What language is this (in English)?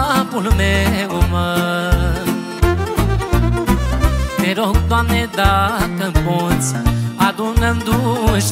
Romanian